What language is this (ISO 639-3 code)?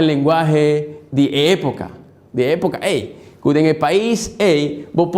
pap